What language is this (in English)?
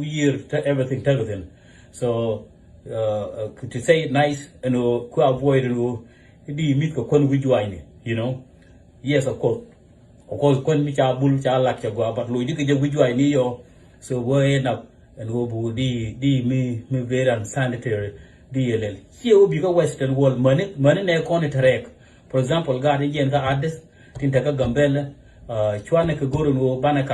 Nuer